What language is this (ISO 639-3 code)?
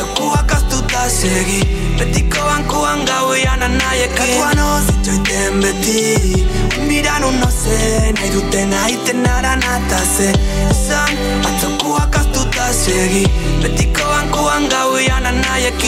eus